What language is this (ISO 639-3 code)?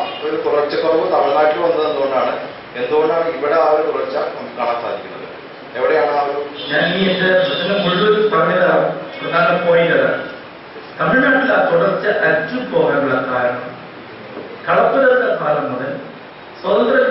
mal